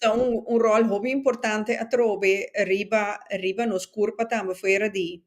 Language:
Papiamento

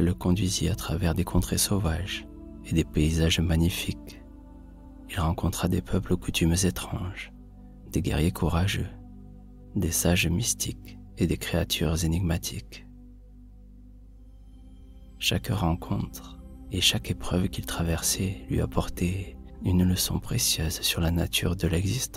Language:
French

